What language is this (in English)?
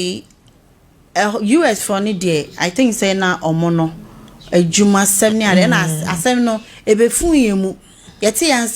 Akan